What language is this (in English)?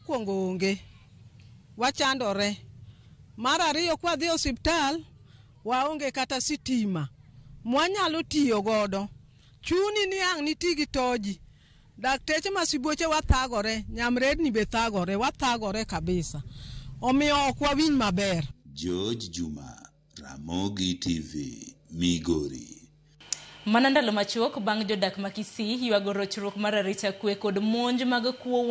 Luo (Kenya and Tanzania)